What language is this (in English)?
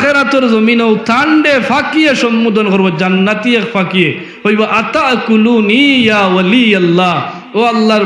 Sylheti